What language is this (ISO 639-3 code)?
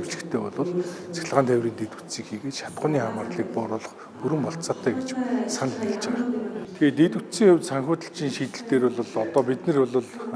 mon